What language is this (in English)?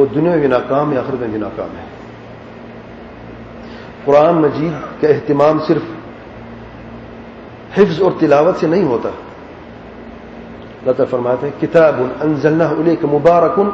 Urdu